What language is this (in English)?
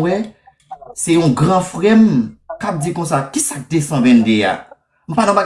Haitian Creole